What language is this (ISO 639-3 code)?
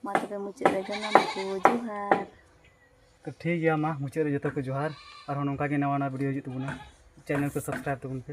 sat